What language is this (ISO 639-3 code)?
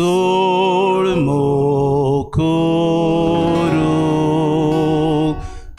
kok